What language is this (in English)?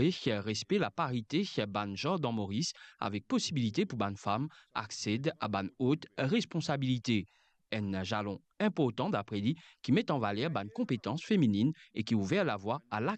Morisyen